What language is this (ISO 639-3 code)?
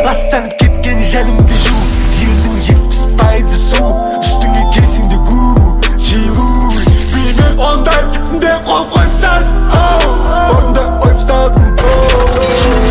kaz